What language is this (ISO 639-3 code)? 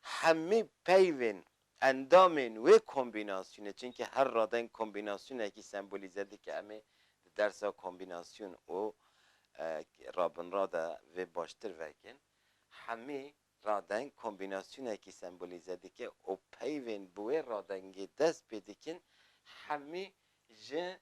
kur